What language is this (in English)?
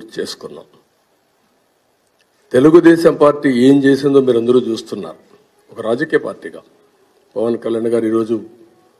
Telugu